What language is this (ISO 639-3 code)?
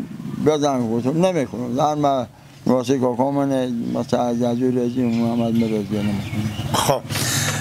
fas